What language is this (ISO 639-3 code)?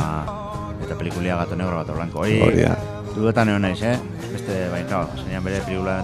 eus